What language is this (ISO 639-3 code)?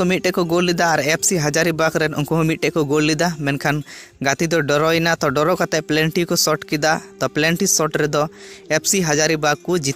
sat